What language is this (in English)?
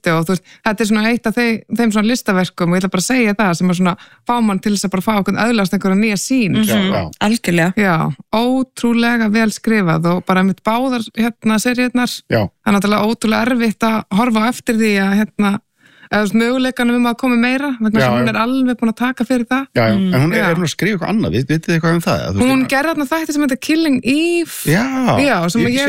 Icelandic